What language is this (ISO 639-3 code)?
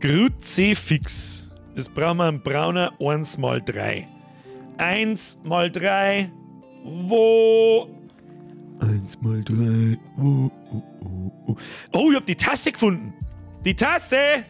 bar